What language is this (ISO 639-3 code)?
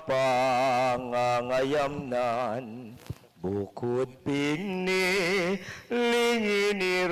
pam